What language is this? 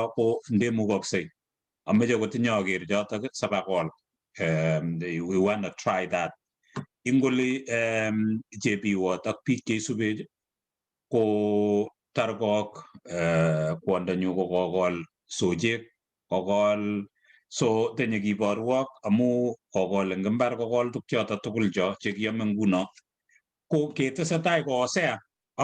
Kalenjin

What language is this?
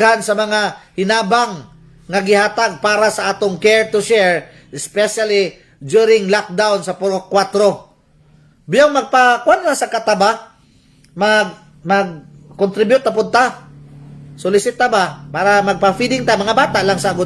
Cebuano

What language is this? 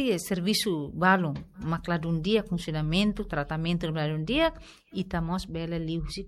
Tetum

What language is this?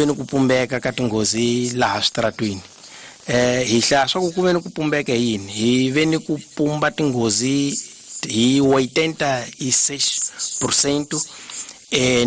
Tsonga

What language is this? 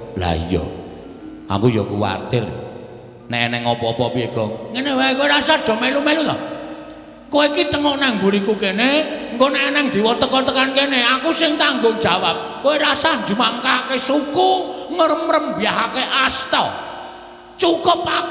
Javanese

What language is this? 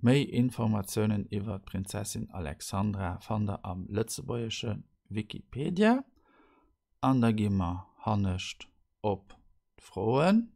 Luxembourgish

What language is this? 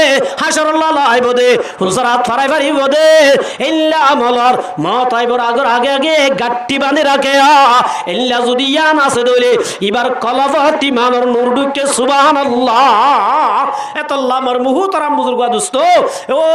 Rohingya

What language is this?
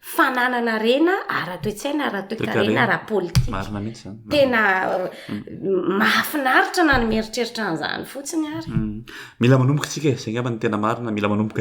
Malagasy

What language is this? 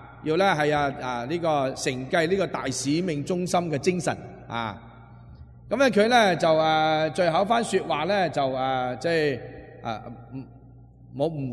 Cantonese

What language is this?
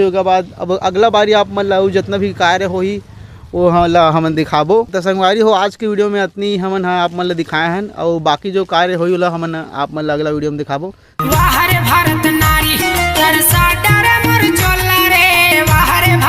Chhattisgarhi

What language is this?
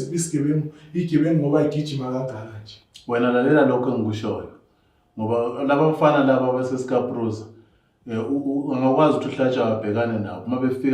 Zulu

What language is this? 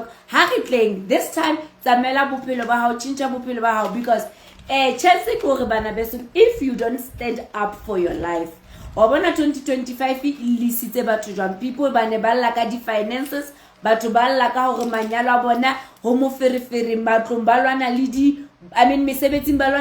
Southern Sotho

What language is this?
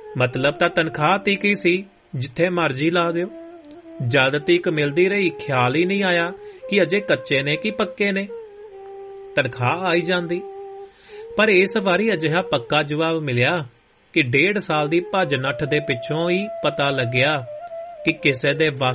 Punjabi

